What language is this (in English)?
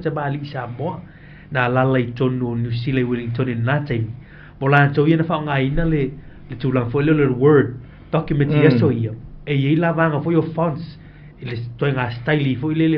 Samoan